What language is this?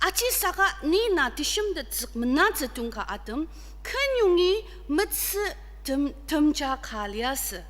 Ao Naga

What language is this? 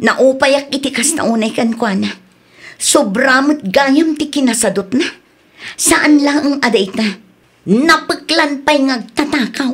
Iloko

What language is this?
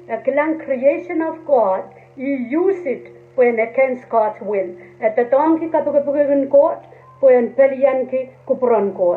Pohnpeian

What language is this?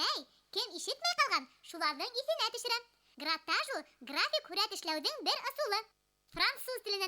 Bashkir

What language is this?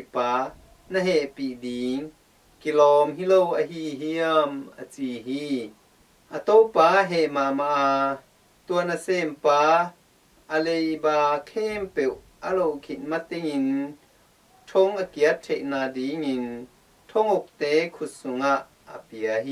Tedim Chin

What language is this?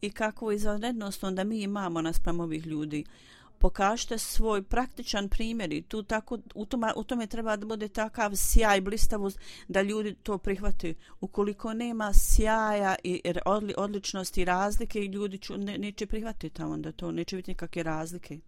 Bosnian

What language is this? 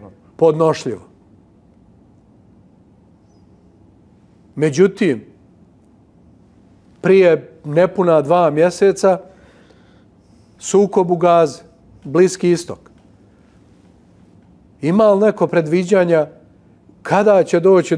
Bosnian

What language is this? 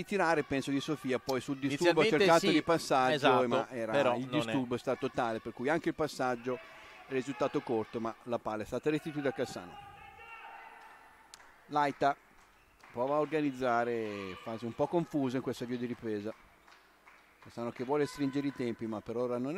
Italian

